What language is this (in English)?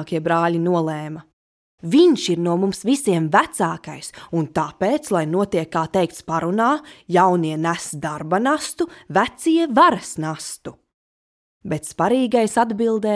Latvian